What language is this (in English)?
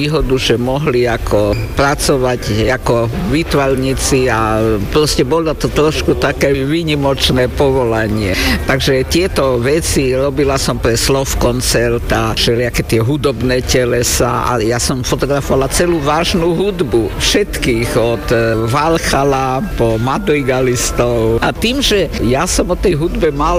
Slovak